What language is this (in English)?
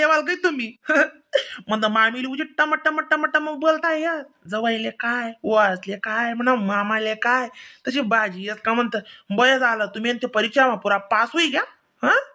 Khandesi